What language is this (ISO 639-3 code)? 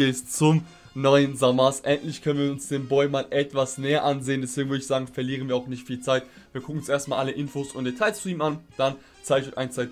deu